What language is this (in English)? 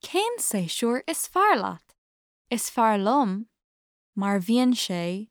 Irish